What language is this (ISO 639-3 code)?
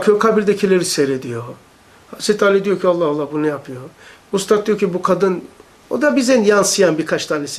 tur